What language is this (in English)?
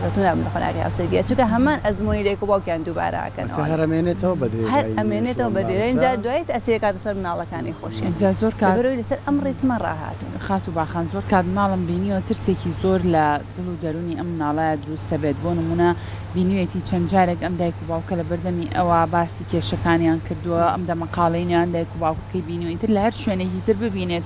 Central Kurdish